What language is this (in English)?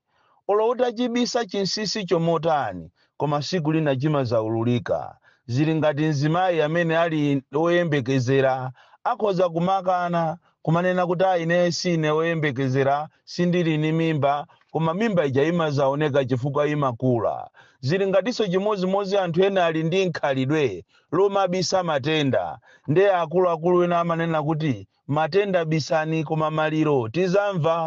Nyanja